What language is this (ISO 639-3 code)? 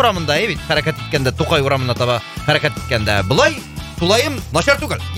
tat